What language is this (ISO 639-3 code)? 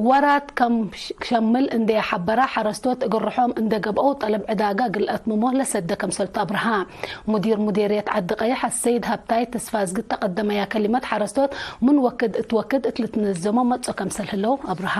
tig